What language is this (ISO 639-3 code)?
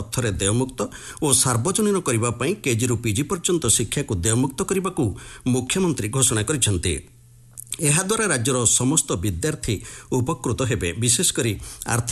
ori